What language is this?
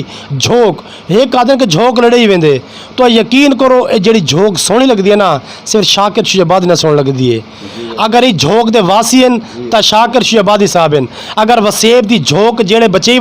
Saraiki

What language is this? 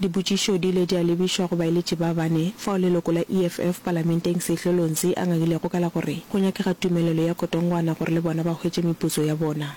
Northern Sotho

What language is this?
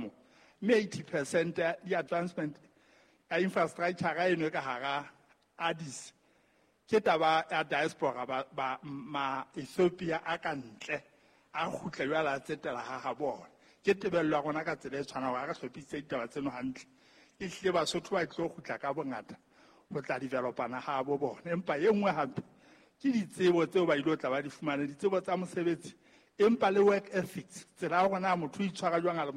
Southern Sotho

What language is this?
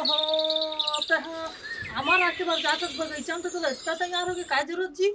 Chhattisgarhi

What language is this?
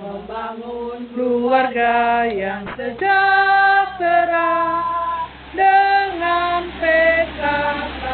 Manado Malay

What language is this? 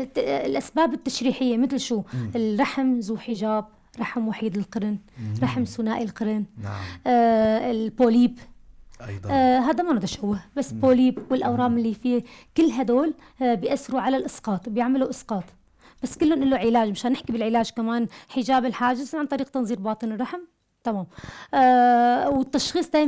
North Levantine Arabic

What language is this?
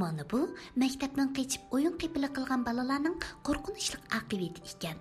Uyghur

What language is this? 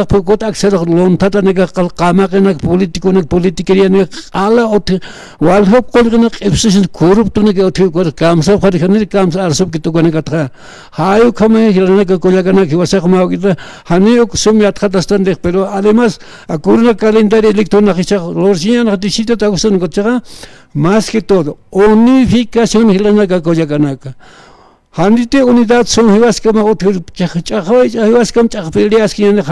Aymara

